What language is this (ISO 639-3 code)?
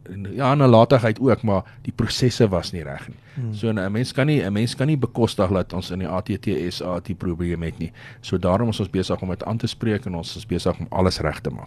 afr